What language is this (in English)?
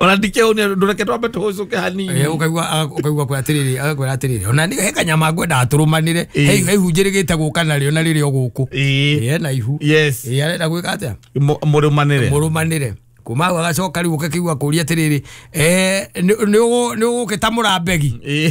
Kikuyu